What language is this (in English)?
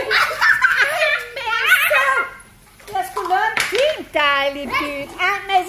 Danish